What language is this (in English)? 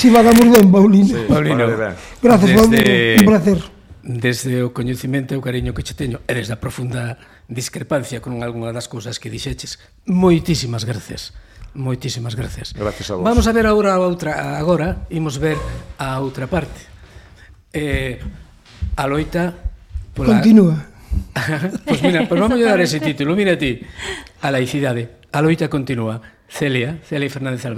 Galician